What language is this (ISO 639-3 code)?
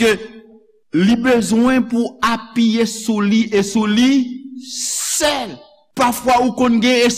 hat